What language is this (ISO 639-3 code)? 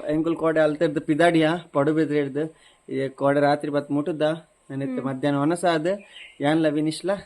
tcy